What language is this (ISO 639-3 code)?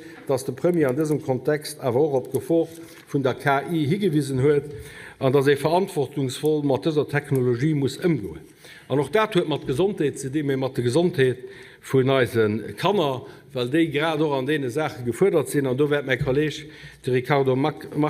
ltz